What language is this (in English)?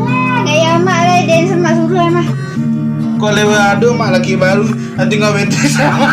Minangkabau